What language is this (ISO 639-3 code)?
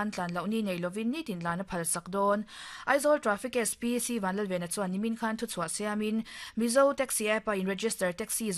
lus